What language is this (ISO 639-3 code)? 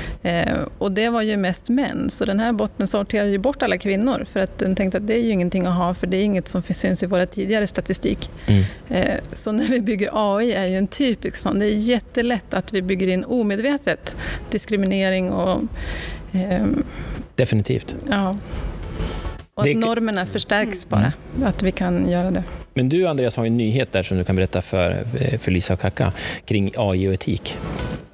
swe